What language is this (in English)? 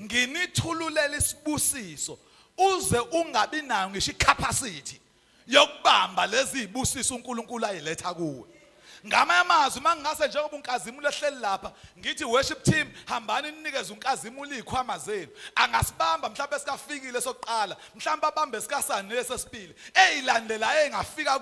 Zulu